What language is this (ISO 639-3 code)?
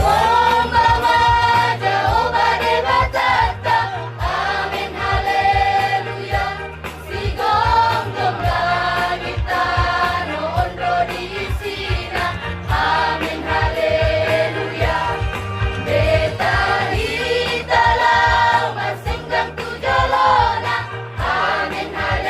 bbc